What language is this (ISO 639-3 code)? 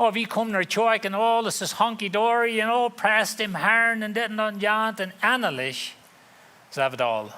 pdt